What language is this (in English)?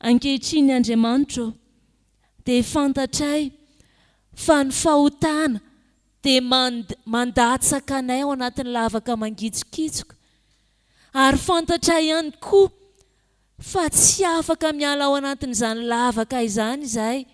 Malagasy